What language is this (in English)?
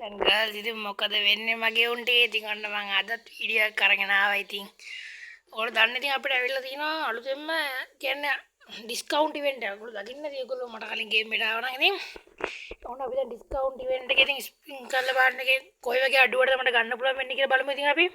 Sinhala